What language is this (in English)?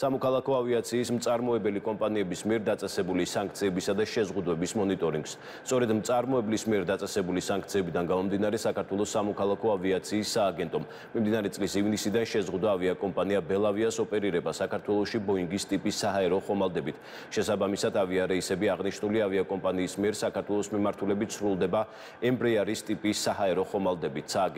Georgian